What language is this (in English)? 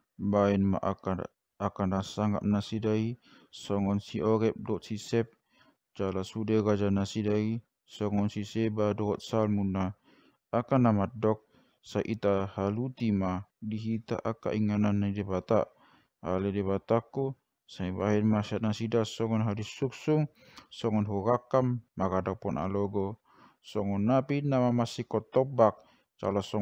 Batak Toba